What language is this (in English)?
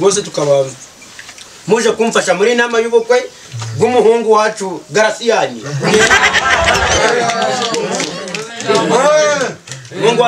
Kinyarwanda